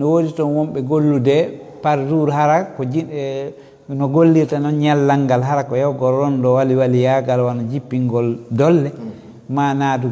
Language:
Fula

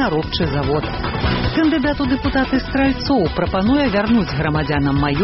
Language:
Belarusian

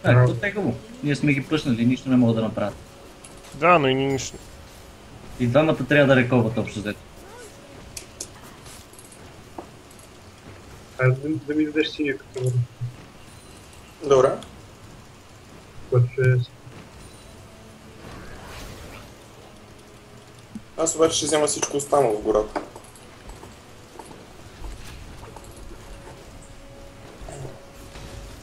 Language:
Bulgarian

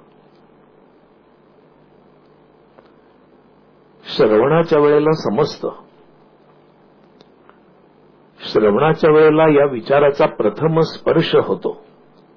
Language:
Marathi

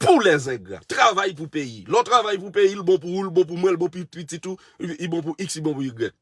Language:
Haitian Creole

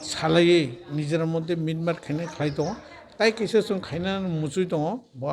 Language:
Kok Borok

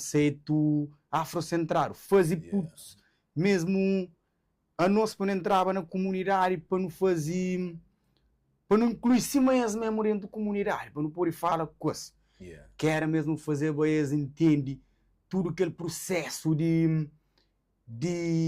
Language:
Kabuverdianu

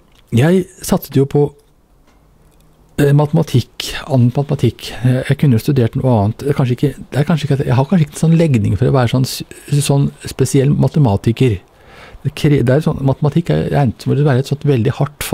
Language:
Norwegian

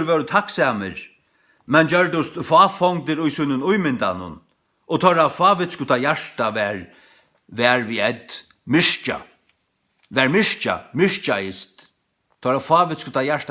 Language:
Faroese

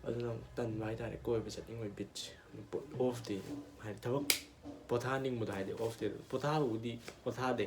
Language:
Manipuri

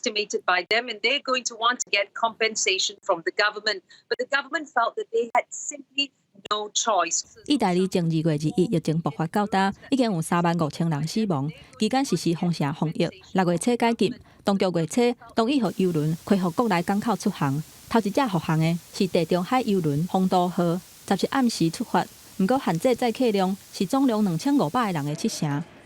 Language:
Min Nan Chinese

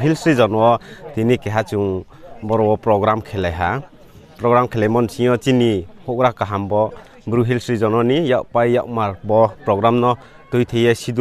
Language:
Riang (India)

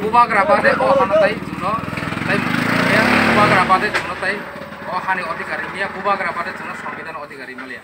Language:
Kok Borok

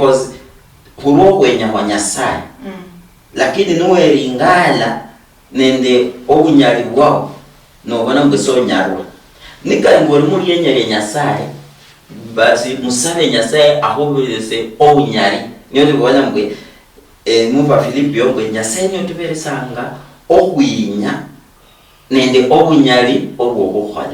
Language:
Luyia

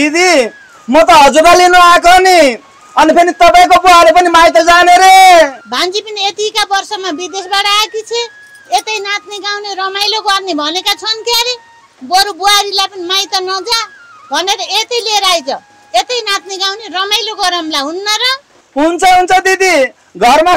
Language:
Nepali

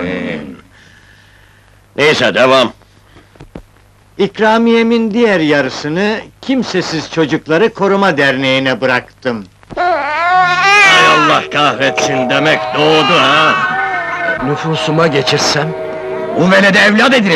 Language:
Turkish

